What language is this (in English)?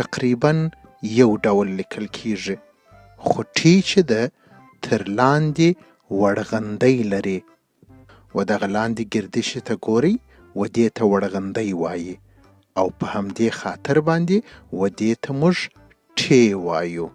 Pashto